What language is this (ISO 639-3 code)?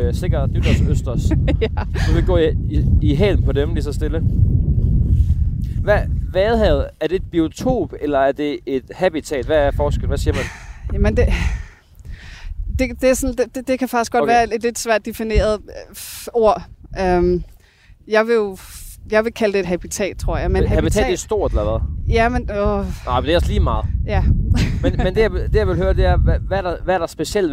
dan